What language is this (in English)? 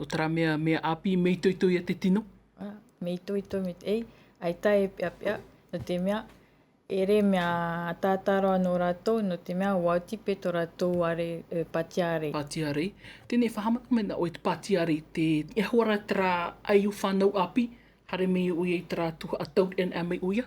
Tahitian